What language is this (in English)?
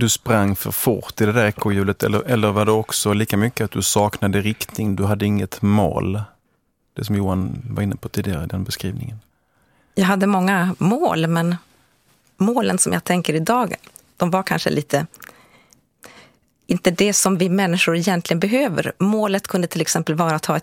Swedish